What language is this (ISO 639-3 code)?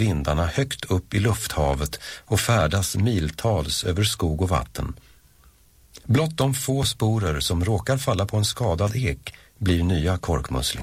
swe